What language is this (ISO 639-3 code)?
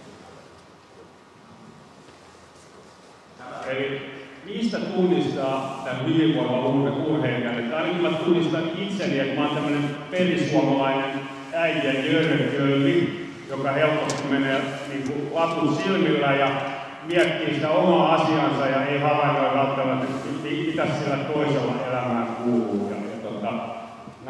fin